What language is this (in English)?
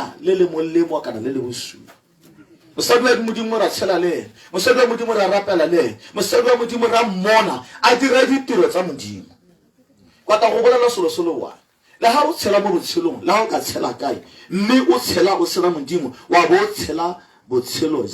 Tswana